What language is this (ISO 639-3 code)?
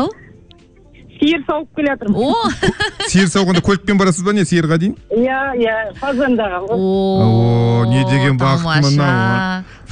kaz